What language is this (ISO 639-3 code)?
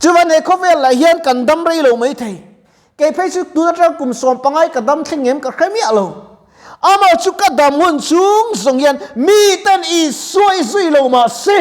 lus